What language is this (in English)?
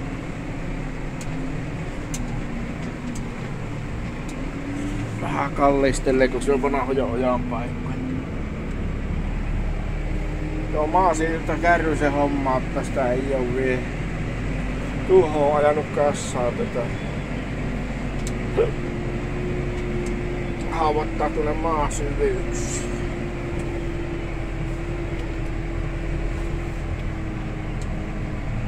Finnish